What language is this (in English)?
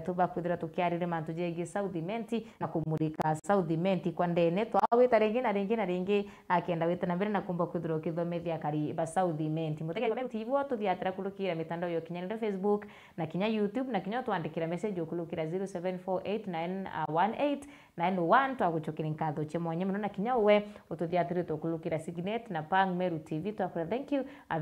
Meru